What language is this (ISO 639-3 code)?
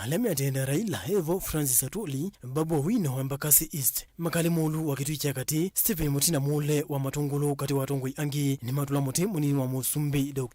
kam